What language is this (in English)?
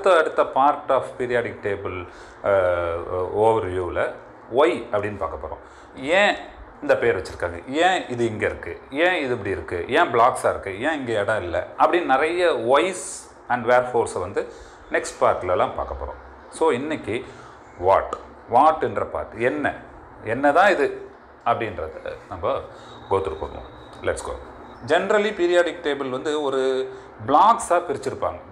Tamil